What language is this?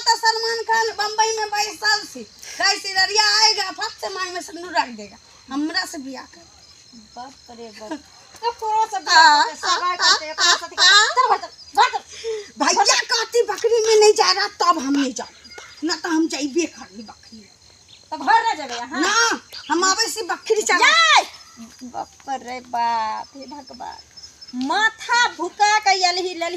Maithili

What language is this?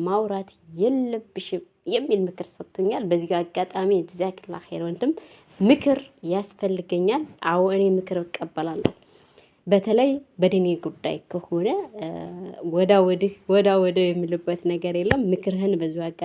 Amharic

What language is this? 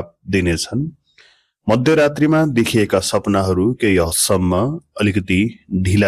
Nepali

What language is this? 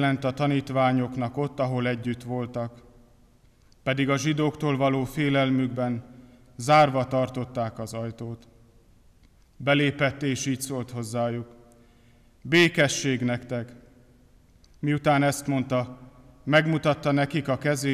Hungarian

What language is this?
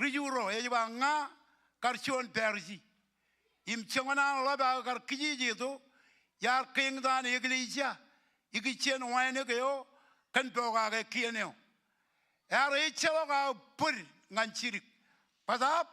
Marshallese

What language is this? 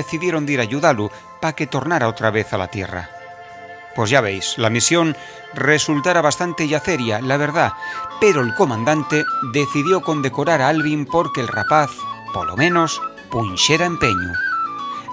Asturian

